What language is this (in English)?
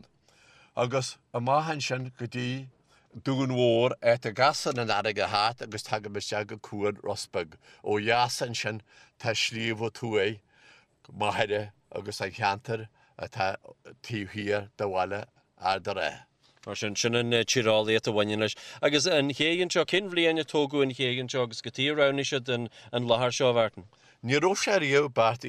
Irish